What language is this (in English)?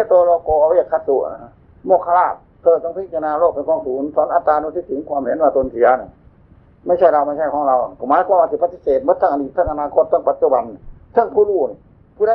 Northeastern Thai